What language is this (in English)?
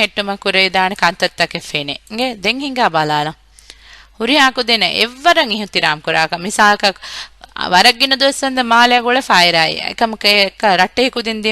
Divehi